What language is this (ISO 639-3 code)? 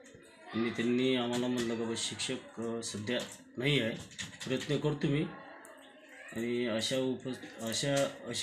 mar